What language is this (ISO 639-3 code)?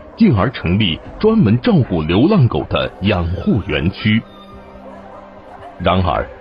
zho